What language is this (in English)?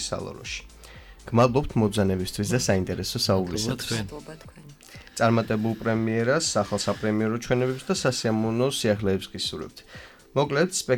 Georgian